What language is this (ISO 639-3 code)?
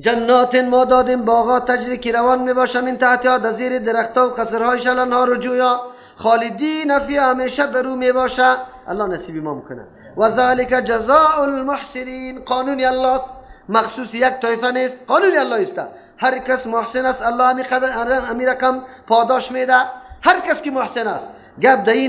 fas